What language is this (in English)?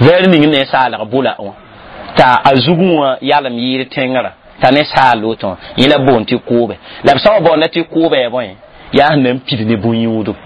Mossi